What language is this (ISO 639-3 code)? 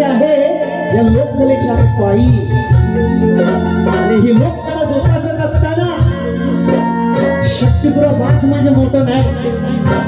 mar